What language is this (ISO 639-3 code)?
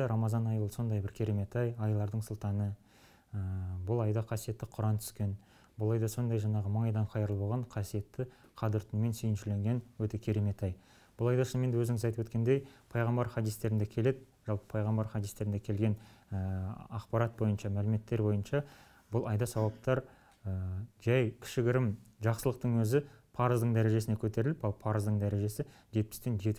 kaz